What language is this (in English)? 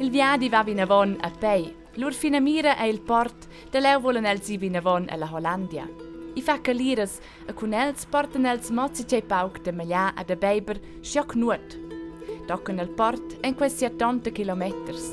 Romansh